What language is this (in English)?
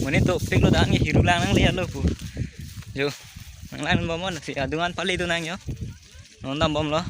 Karbi